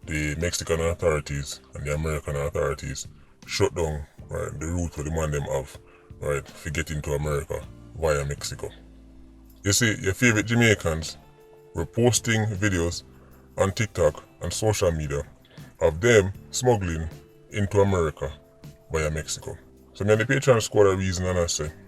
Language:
Jamaican Creole English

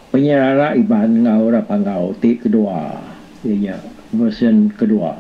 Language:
Iban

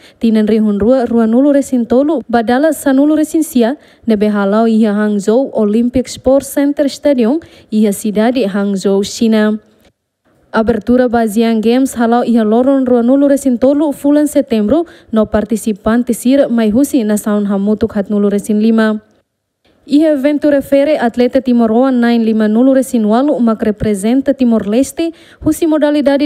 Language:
Tetum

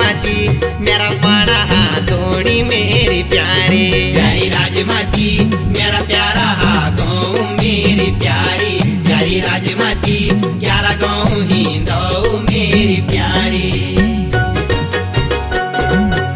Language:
Hindi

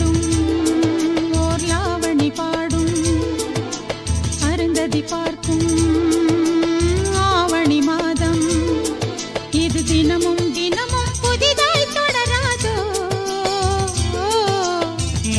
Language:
Tamil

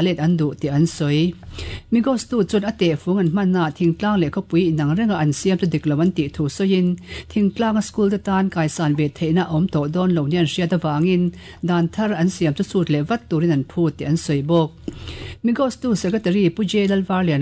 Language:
Mizo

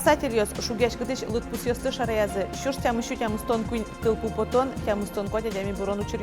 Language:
Udmurt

